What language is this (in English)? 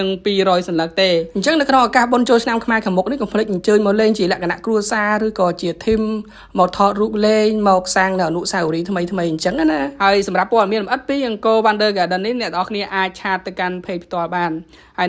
Khmer